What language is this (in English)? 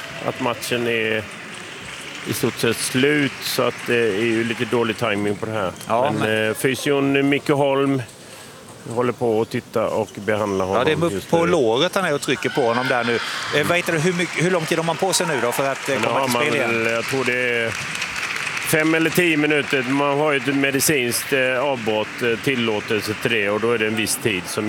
Swedish